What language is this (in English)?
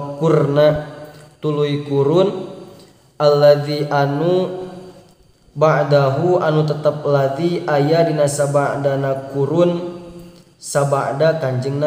Sundanese